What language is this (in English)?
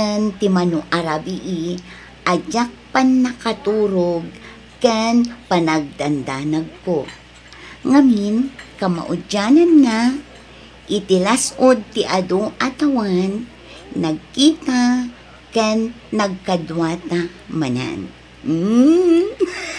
Iloko